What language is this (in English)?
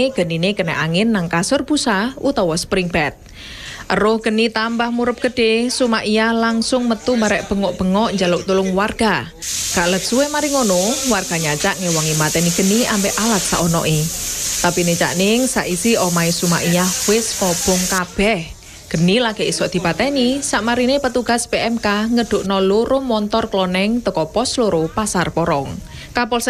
Javanese